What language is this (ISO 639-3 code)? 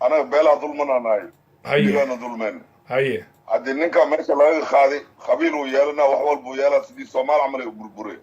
som